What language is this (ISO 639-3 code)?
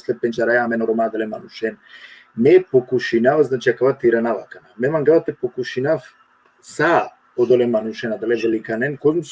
rmn